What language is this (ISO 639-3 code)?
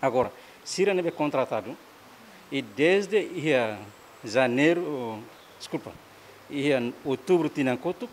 tet